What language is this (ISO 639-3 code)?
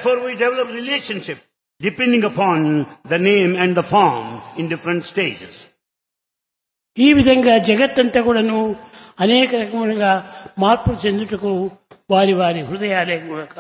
tel